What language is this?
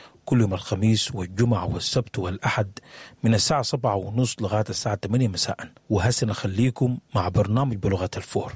Sudanese Arabic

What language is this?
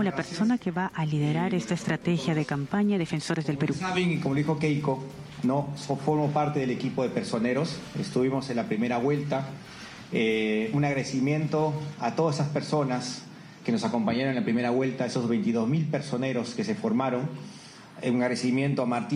Spanish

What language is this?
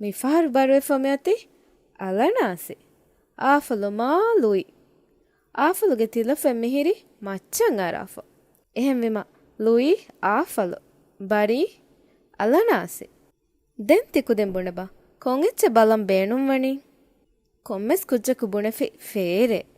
Divehi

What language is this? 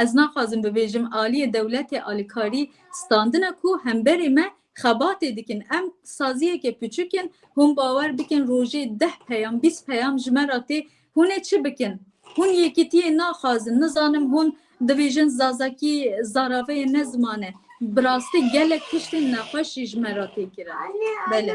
Kurdish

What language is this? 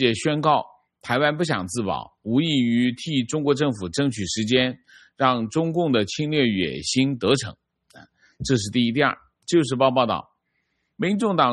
Chinese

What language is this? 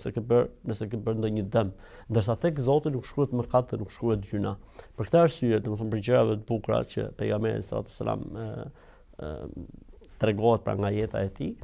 Albanian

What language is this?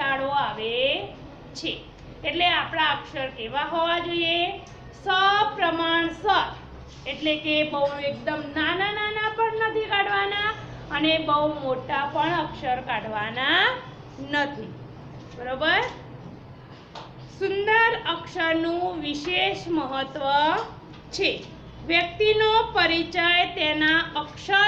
Gujarati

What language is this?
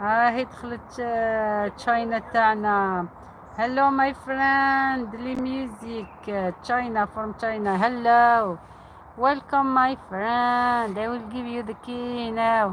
Algerian Arabic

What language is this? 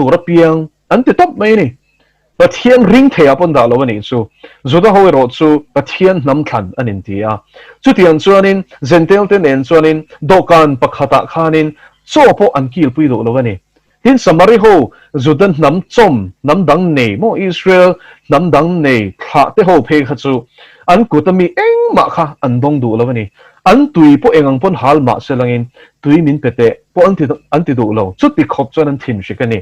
Mizo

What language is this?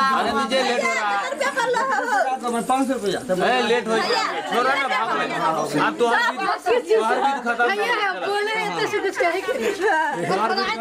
Maithili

